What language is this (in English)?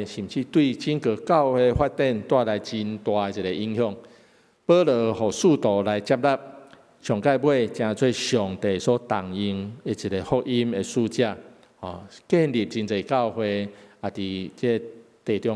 Min Nan Chinese